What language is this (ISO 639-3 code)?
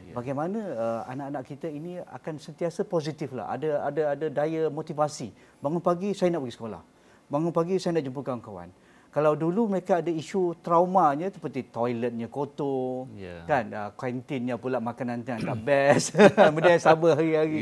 msa